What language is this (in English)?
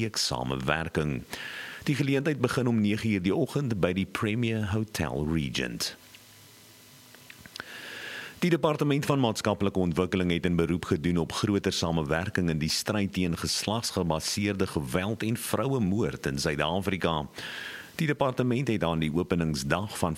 Afrikaans